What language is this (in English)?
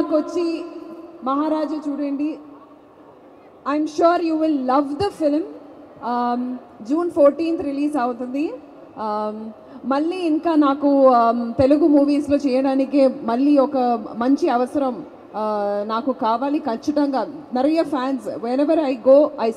Telugu